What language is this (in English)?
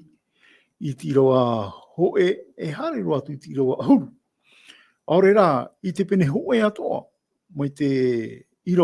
Tahitian